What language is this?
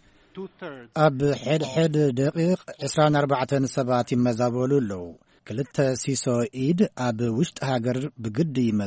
Tigrinya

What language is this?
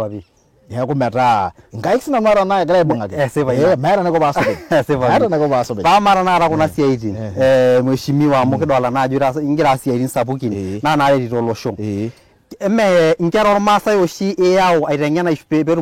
Masai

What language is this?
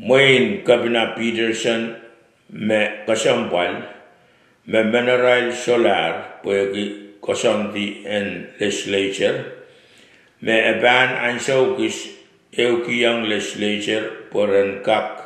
Pohnpeian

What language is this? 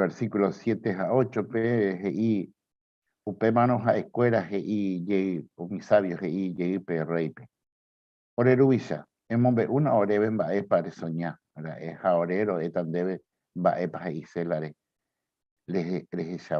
Guarani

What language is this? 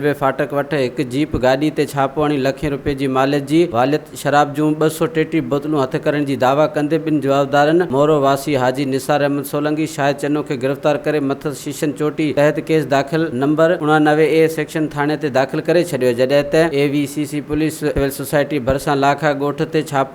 Sindhi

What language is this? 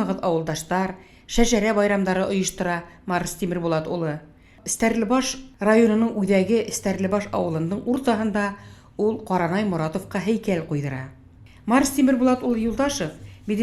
Bashkir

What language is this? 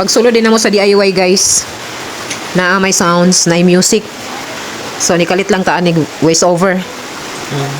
Cebuano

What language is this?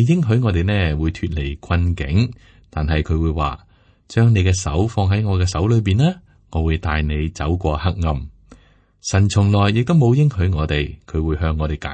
Cantonese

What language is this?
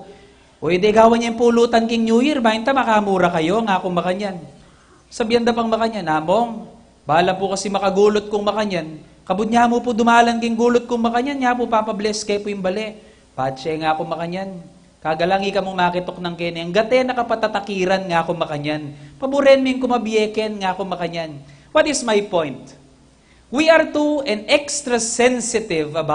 Pampanga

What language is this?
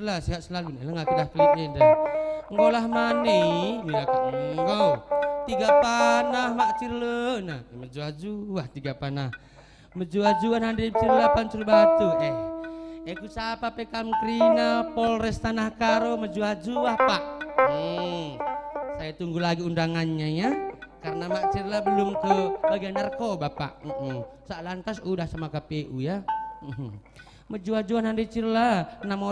Batak Karo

